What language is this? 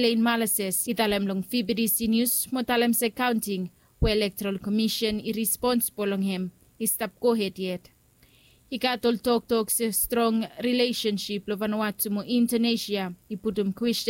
Bislama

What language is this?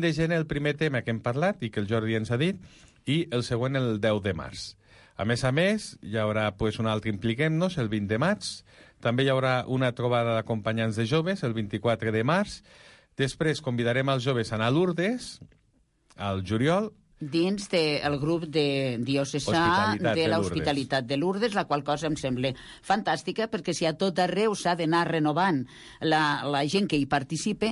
Catalan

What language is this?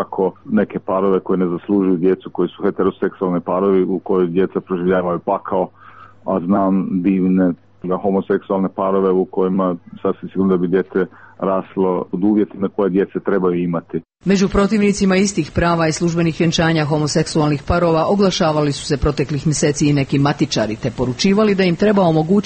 Croatian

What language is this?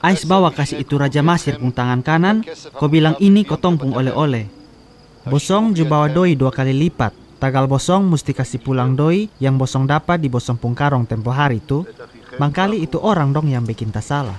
Kupang Malay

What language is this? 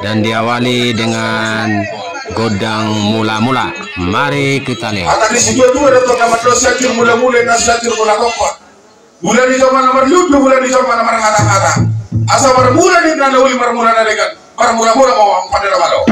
Batak Toba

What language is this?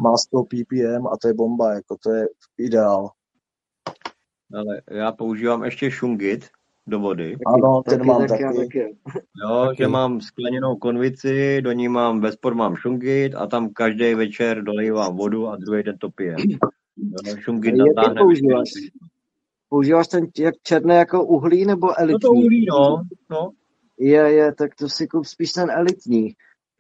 Czech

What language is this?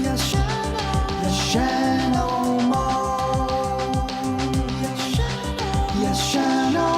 Bikol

